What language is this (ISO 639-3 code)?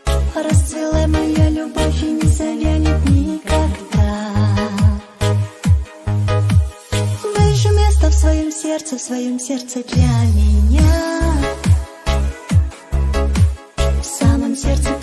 rus